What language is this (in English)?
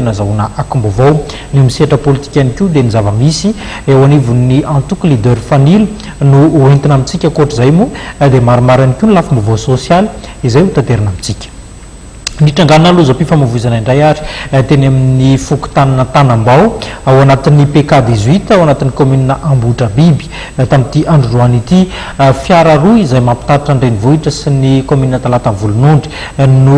Malagasy